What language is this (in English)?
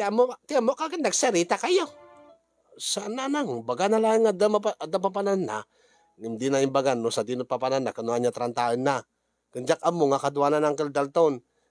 Iloko